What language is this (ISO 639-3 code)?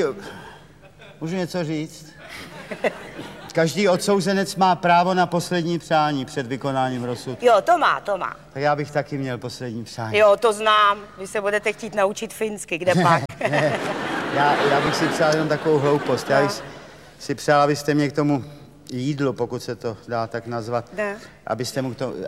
ces